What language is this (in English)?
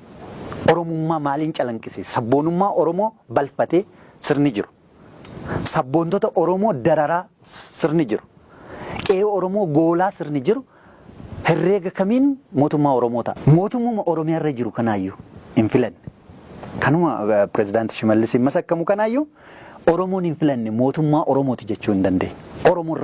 Oromo